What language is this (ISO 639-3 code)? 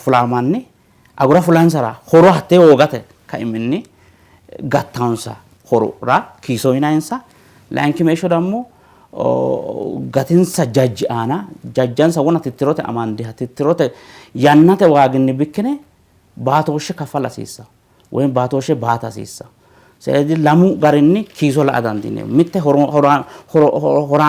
sid